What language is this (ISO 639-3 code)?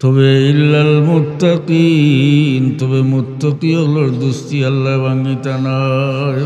syl